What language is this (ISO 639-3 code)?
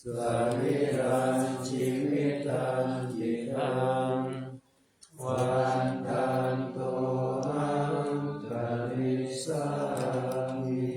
pli